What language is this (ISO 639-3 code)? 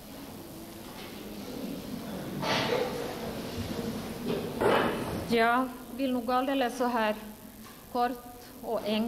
swe